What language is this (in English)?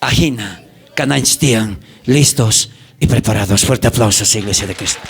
South Bolivian Quechua